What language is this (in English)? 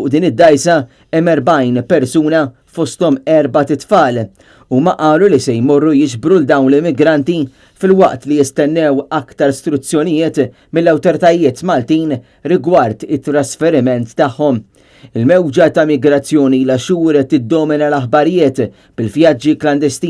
Maltese